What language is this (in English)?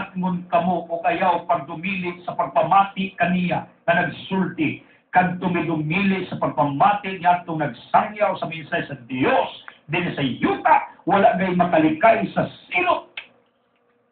Cebuano